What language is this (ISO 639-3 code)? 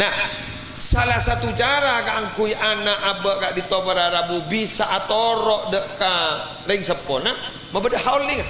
mad